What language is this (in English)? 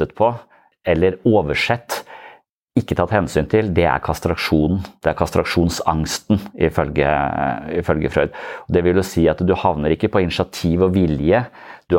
Norwegian